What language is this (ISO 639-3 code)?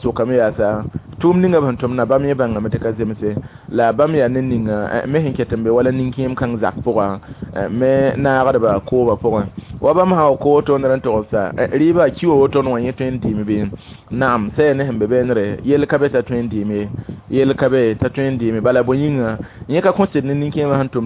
mos